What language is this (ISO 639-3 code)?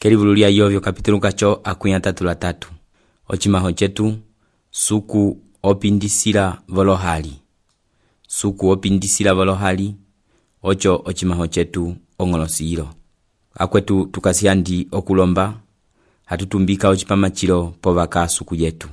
umb